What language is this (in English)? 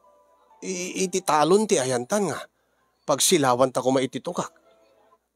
Iloko